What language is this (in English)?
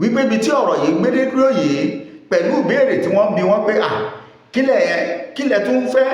Yoruba